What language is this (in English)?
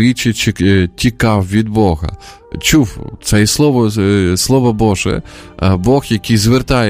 Ukrainian